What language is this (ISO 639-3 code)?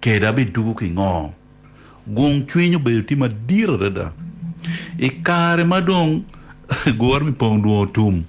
ach